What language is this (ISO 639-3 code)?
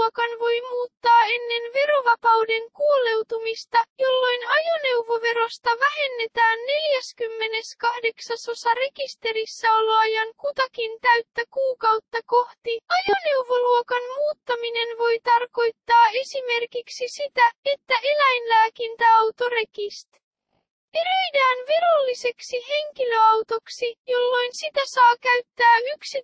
fin